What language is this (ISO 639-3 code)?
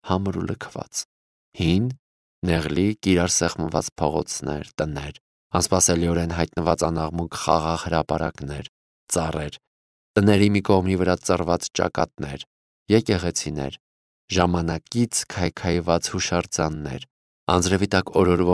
hye